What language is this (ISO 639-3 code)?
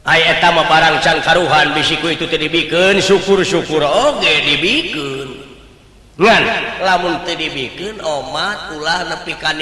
sun